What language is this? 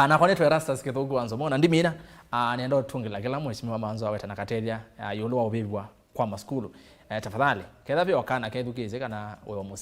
Kamba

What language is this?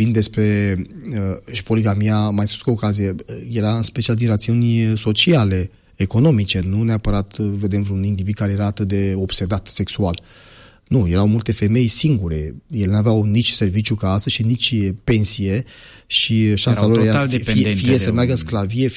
Romanian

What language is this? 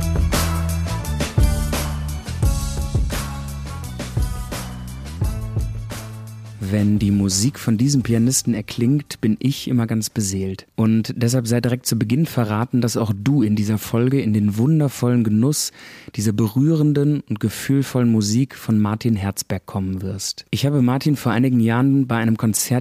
German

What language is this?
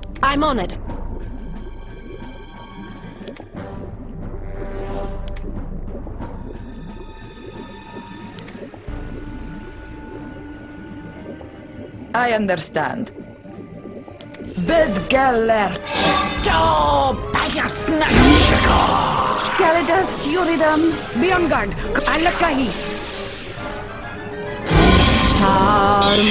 English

